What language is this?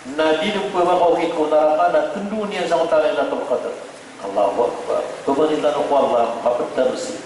Maranao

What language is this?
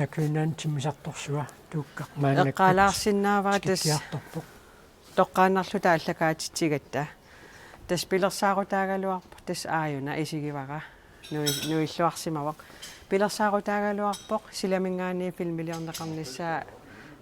Kalaallisut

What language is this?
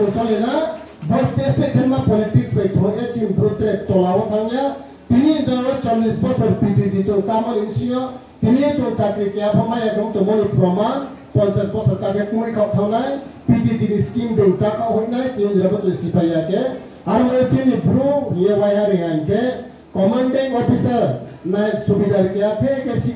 Riang (India)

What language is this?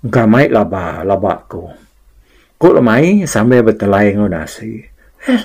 Iban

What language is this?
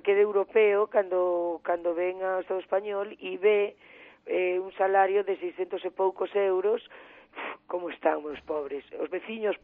Galician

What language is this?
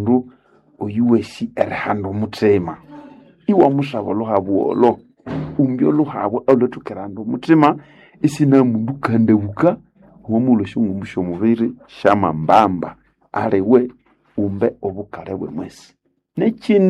Nande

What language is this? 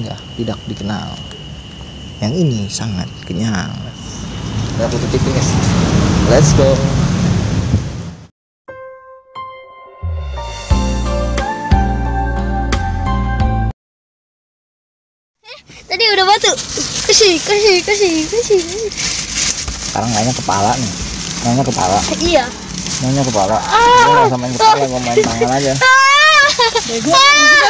Indonesian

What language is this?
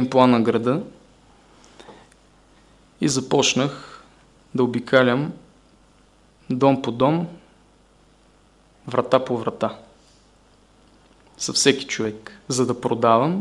Bulgarian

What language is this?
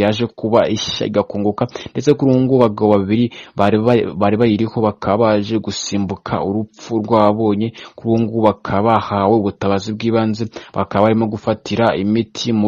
Kinyarwanda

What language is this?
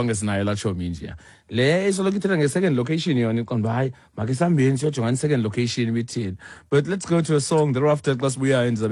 Xhosa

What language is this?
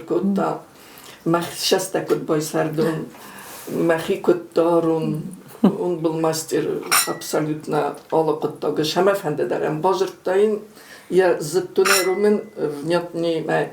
Ossetic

